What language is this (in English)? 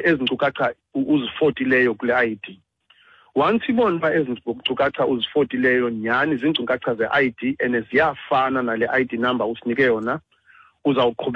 Xhosa